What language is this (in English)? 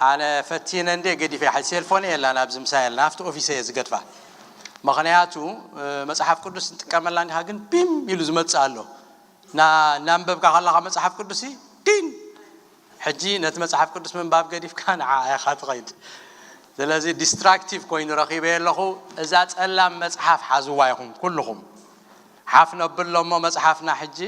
Tigrinya